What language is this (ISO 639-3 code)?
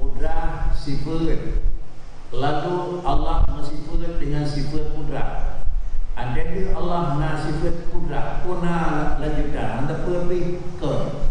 ace